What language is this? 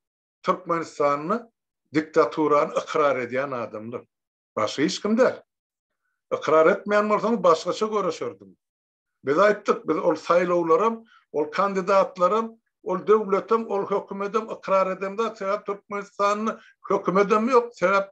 Turkmen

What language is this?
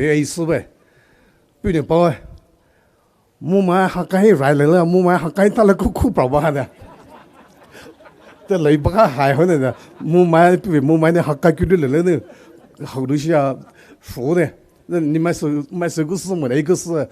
Poumei Naga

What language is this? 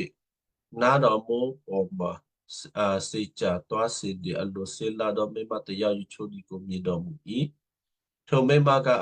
Western Kayah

